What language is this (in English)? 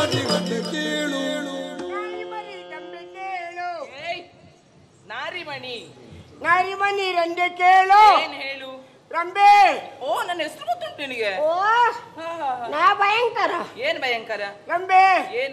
Kannada